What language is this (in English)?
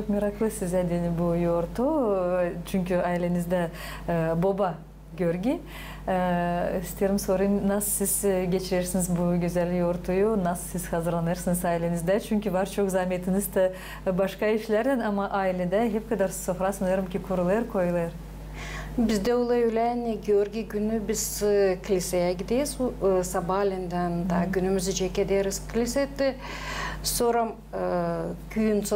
Gagauz